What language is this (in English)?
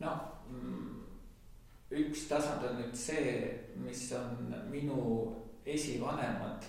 Estonian